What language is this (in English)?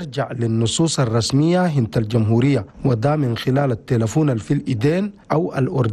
Chadian Arabic